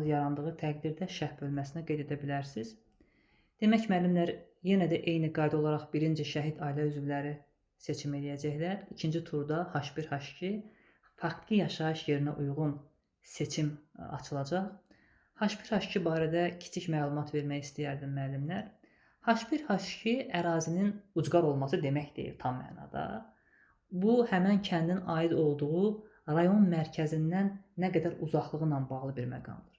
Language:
Azerbaijani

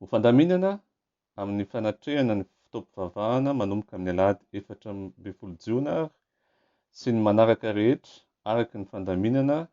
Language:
Malagasy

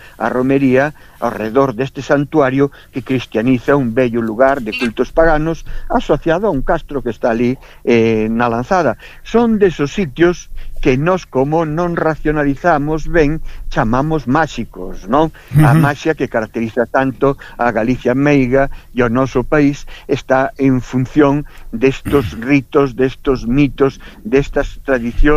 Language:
Galician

